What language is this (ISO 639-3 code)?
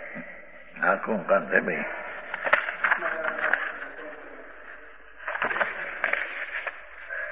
guj